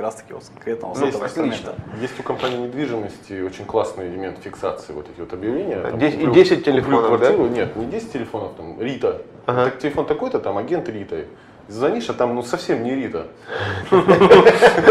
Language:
Russian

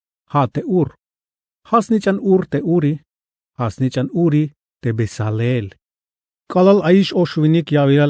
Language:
Tzeltal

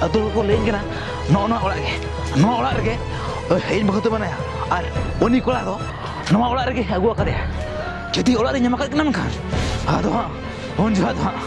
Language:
Santali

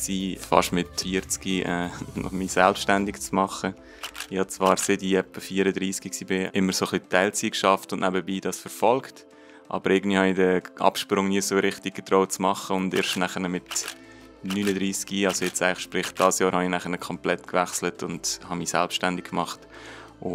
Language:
Swiss German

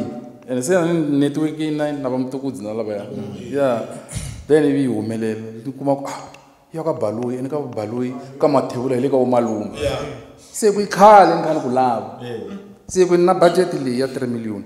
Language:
Tsonga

